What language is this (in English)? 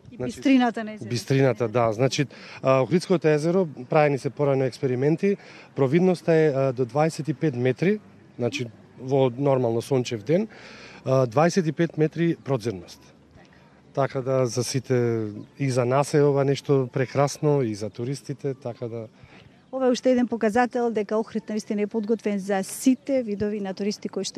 Macedonian